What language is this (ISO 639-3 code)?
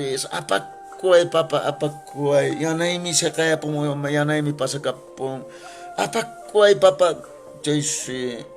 que